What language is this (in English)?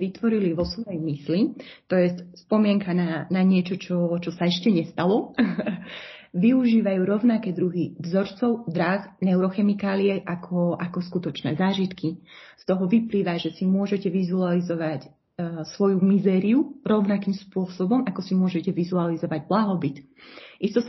Slovak